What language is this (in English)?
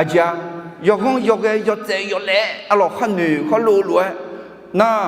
Akha